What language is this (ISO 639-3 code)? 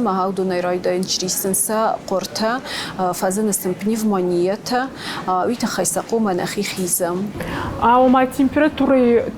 oss